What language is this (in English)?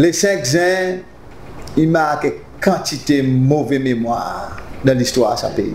Seselwa Creole French